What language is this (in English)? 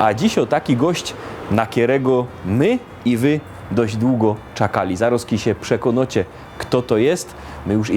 Silesian